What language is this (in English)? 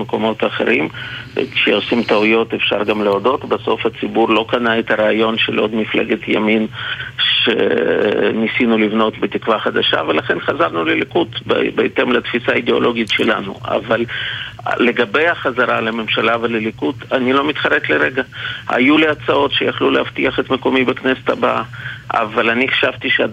Hebrew